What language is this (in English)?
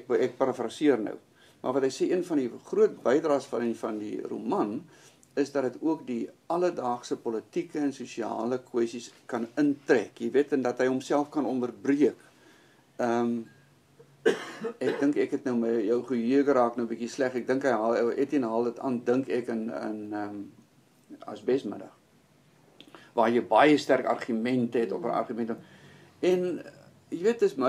Afrikaans